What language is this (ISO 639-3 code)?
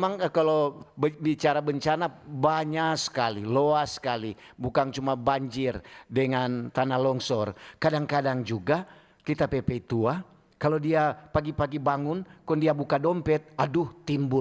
xmm